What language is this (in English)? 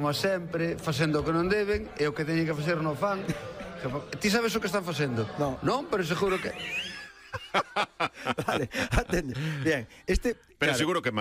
Galician